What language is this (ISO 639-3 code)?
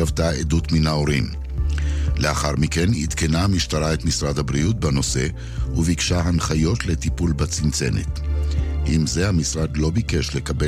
heb